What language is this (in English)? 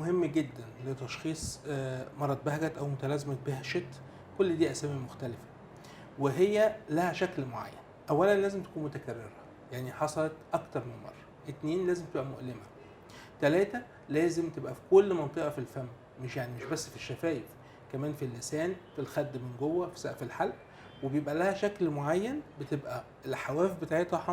Egyptian Arabic